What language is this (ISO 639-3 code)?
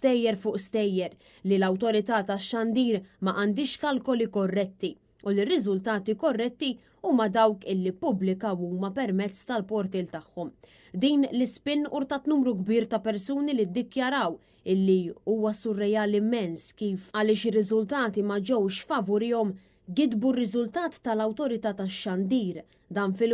mlt